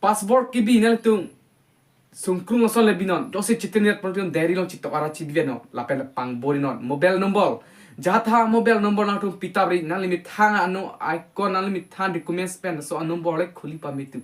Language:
Karbi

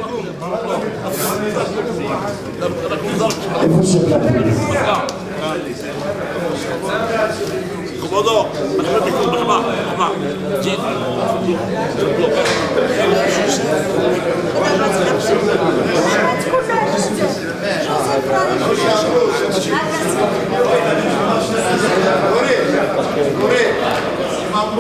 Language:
Hebrew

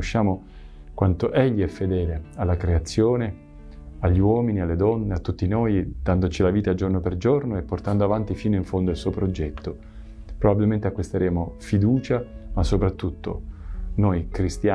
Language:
Italian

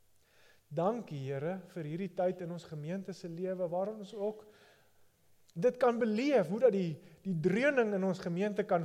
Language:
Afrikaans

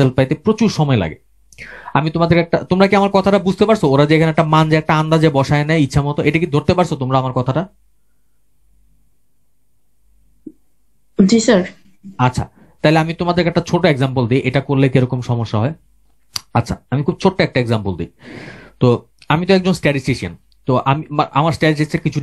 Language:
Bangla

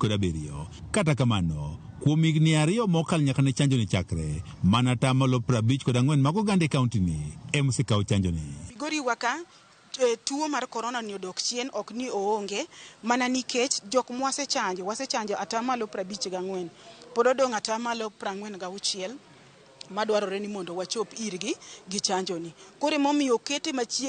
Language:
Luo (Kenya and Tanzania)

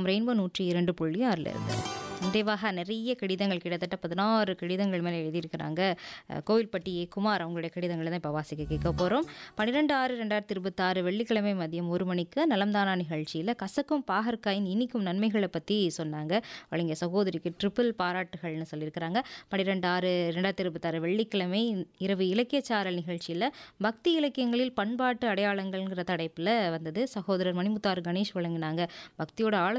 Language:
Tamil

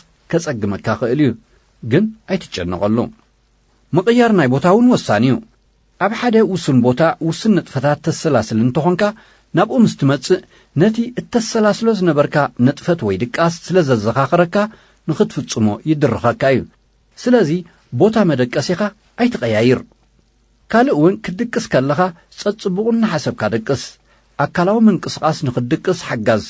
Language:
Tigrinya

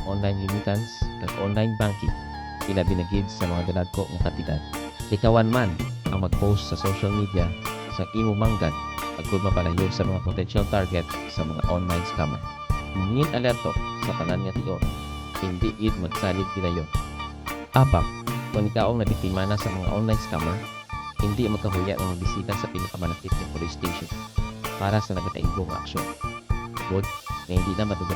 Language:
Hiligaynon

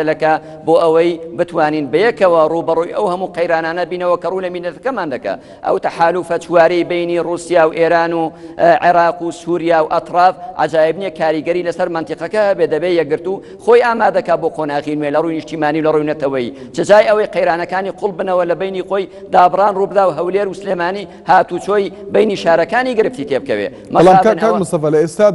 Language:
Central Kurdish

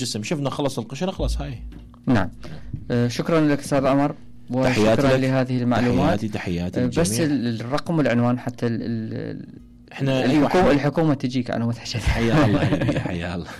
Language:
Mesopotamian Arabic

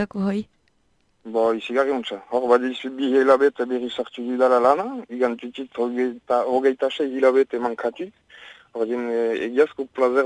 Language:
Basque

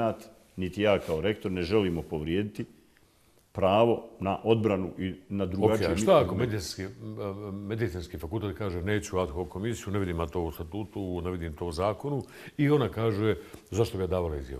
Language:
Bosnian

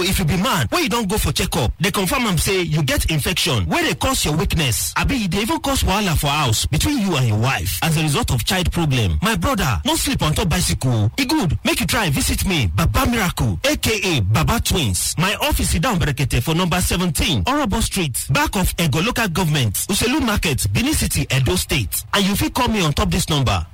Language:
Nigerian Pidgin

